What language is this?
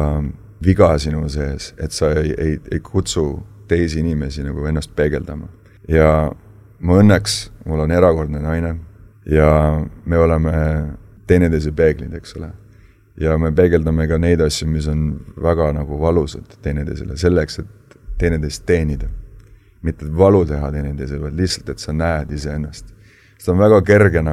Estonian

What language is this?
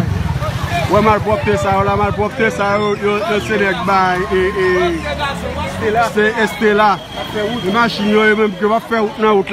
Haitian Creole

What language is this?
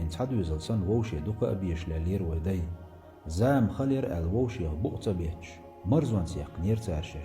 Chechen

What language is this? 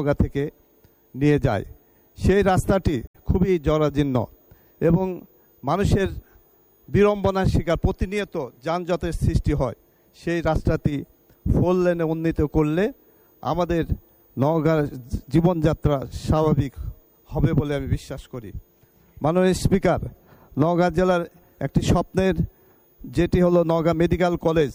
Bangla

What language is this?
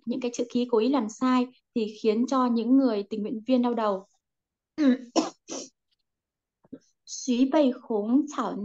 Vietnamese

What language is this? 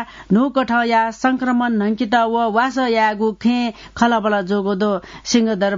Newari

